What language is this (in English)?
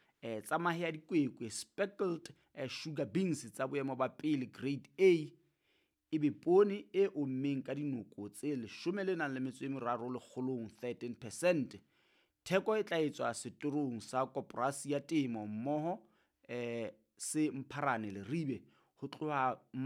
Southern Sotho